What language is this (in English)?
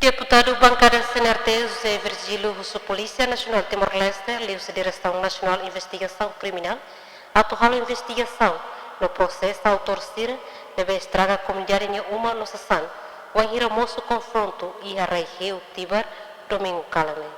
Tetum